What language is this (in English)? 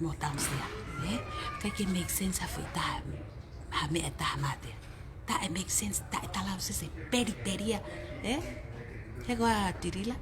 Tongan